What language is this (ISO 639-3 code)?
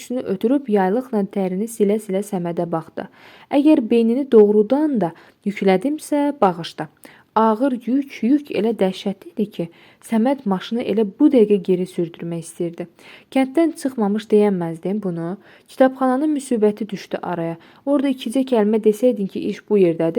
aze